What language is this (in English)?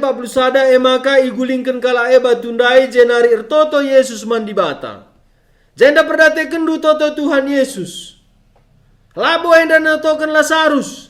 Batak Karo